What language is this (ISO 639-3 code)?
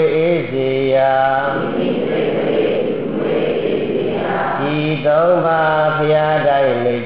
mya